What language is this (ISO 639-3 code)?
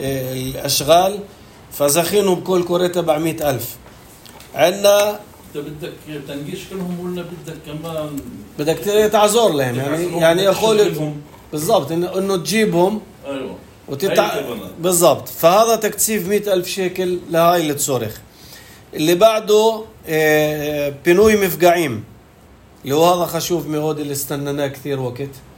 apc